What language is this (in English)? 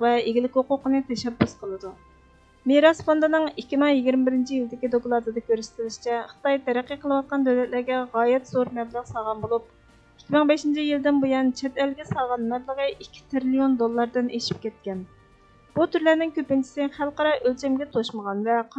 Uyghur